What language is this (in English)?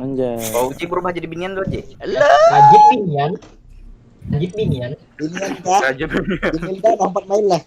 Banjar